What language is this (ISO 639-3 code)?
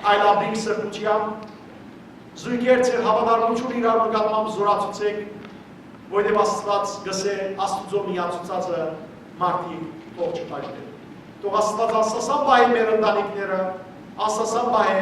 hyw